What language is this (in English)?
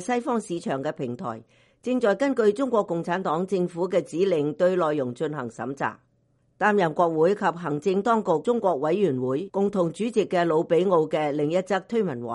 Cantonese